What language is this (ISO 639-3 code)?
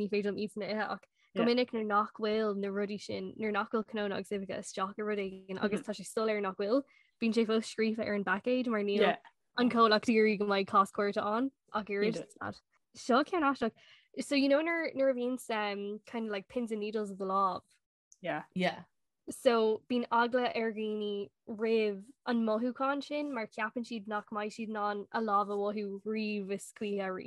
gle